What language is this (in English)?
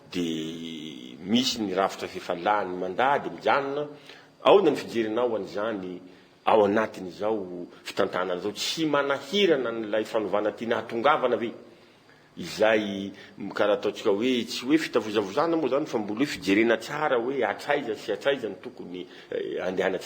Malagasy